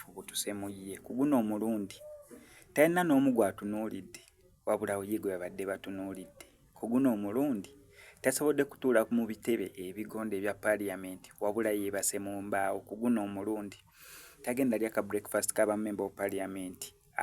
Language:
Ganda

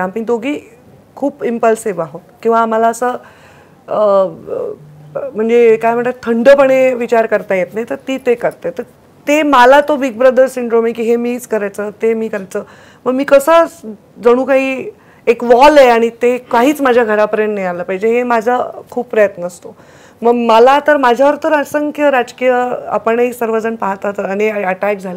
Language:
Marathi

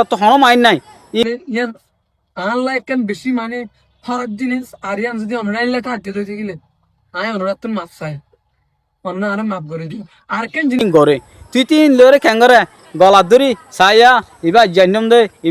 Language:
Rohingya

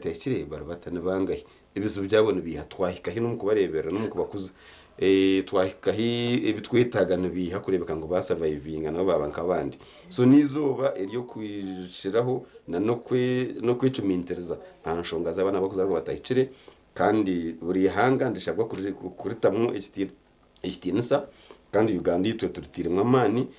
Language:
Nyankole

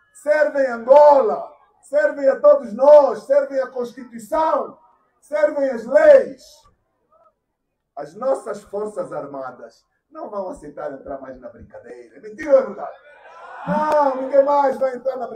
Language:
Portuguese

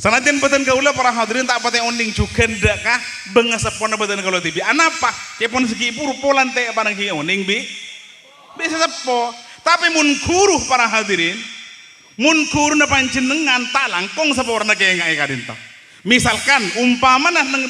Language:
Madurese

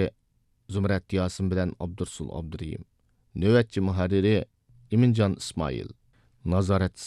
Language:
Uyghur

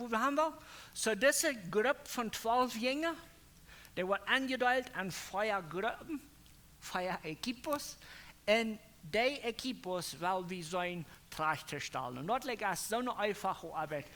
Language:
Plautdietsch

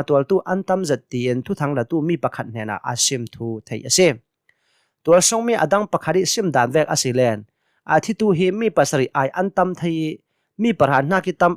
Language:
Hakha Chin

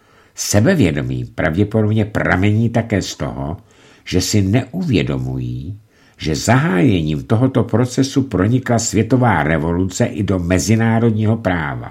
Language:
Czech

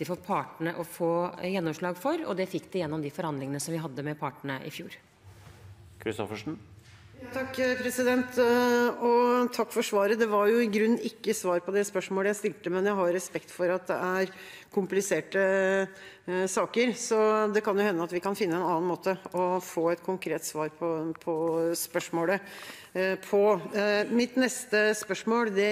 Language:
Norwegian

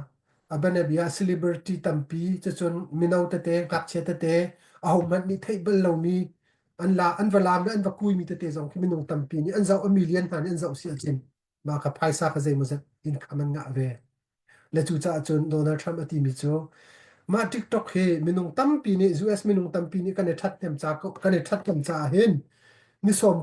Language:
Hakha Chin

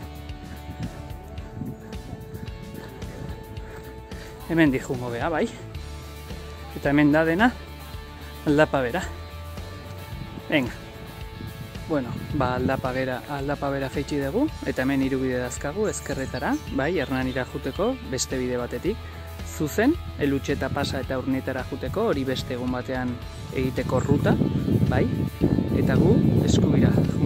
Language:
Basque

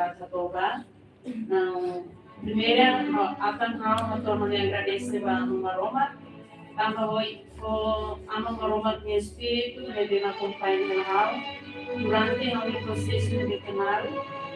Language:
Tetum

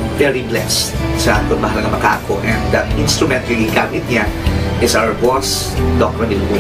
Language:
Hiligaynon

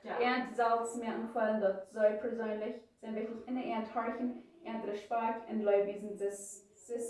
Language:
Plautdietsch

